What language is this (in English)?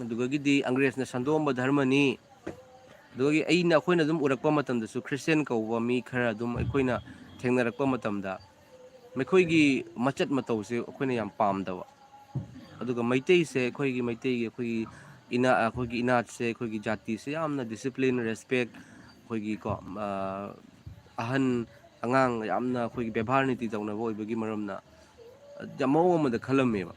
Manipuri